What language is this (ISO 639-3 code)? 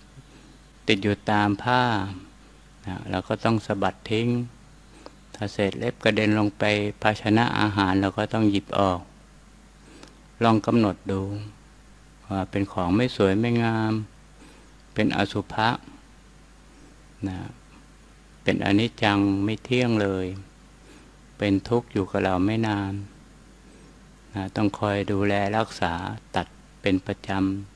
tha